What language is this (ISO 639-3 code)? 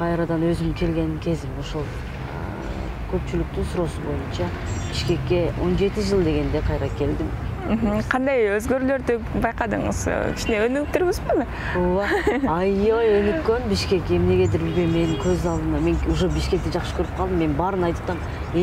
kir